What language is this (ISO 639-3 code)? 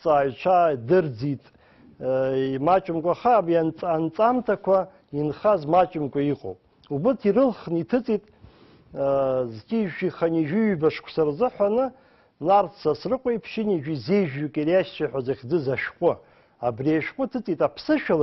abk